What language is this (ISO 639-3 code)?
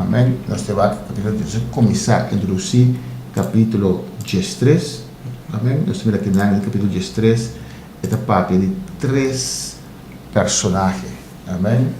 pap